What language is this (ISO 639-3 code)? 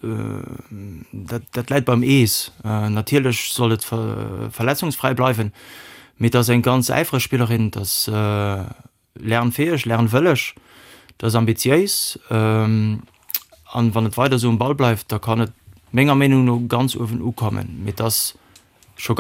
ltz